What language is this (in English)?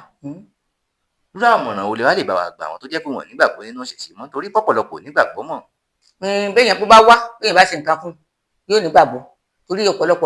Yoruba